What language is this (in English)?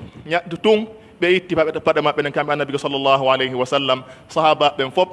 Pular